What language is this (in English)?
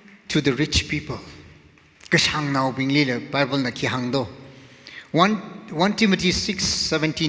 Tangkhul Naga (India)